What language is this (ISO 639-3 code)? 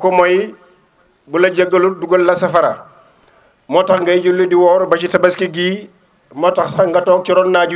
wol